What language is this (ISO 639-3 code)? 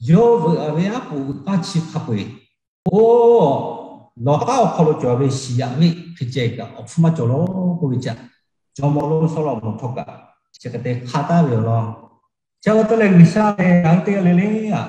lhu